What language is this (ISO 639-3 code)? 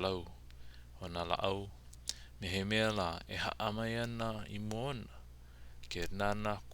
haw